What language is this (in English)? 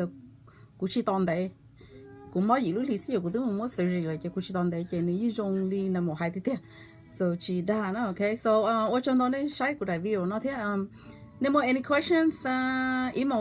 Hmong